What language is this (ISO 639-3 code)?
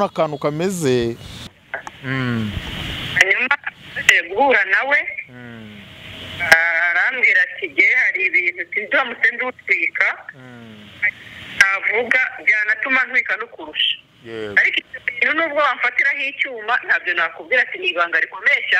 kin